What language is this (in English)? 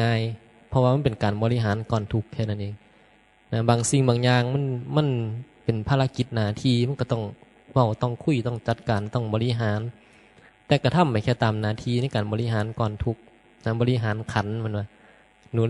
Northeastern Thai